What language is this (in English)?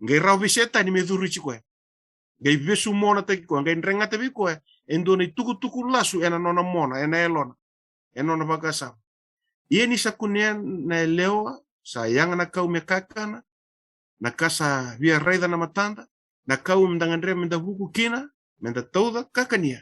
Fijian